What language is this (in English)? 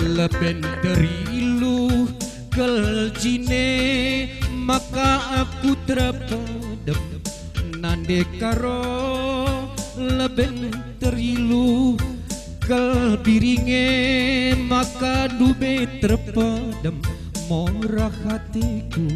Batak Karo